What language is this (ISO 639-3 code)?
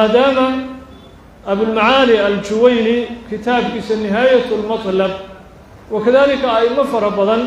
som